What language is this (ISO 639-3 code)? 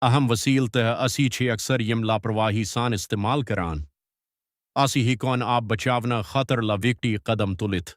kas